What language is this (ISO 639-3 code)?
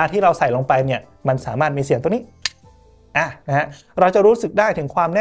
tha